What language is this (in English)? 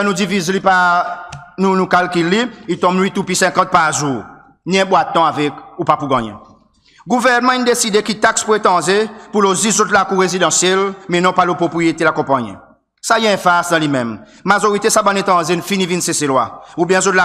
Seselwa Creole French